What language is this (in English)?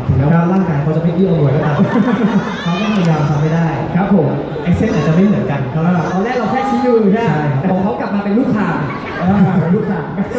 Thai